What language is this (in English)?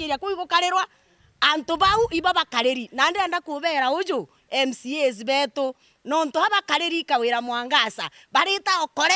Meru